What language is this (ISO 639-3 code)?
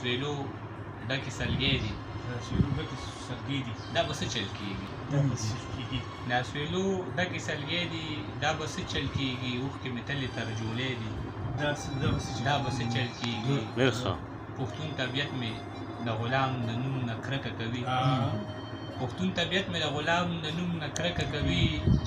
pus